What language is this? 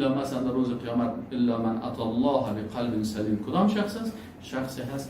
Persian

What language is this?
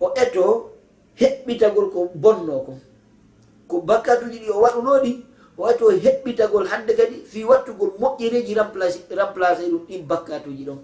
Fula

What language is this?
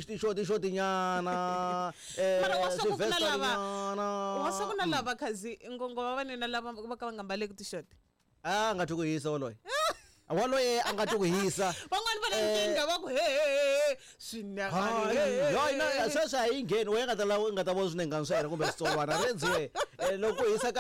Tsonga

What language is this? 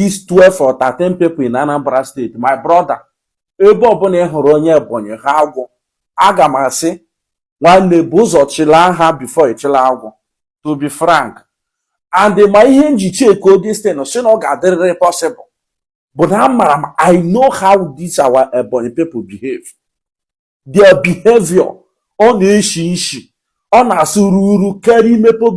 Igbo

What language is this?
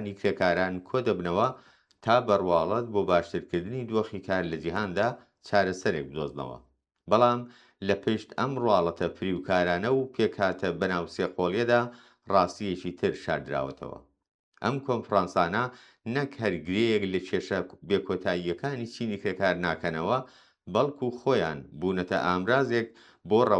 Central Kurdish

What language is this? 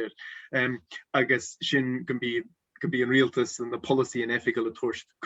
Scottish Gaelic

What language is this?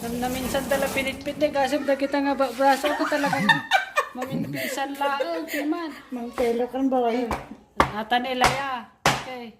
Iloko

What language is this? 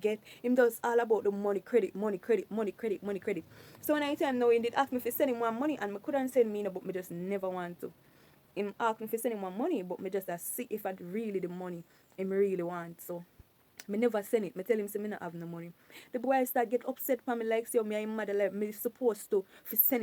Jamaican Creole English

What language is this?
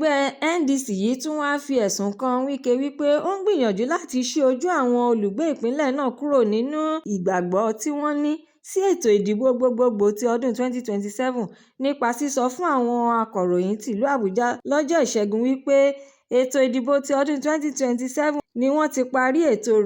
Yoruba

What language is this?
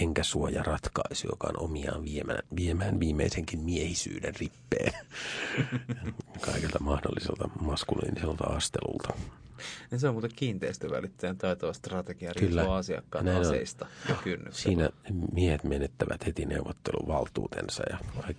Finnish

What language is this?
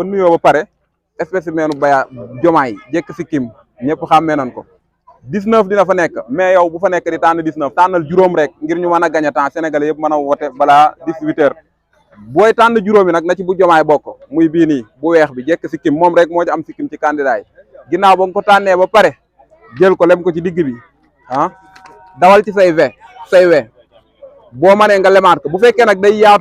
Wolof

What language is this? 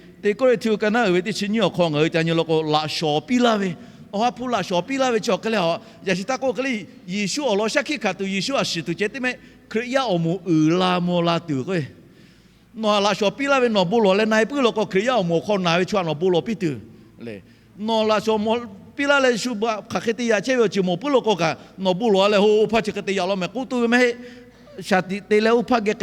Lahu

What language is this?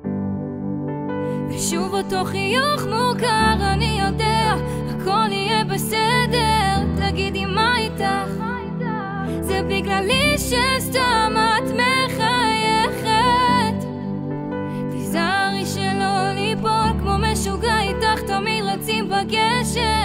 Hebrew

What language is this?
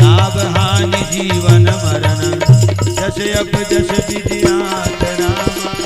Chhattisgarhi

